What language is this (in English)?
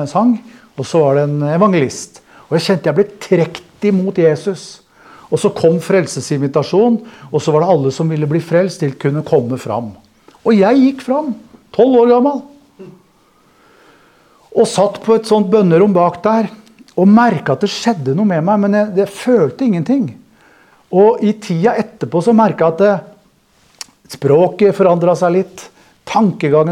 Norwegian